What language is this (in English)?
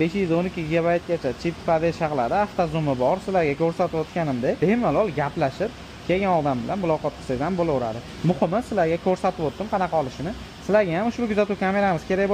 Uzbek